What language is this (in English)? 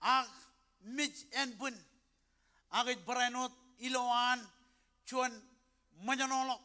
Marshallese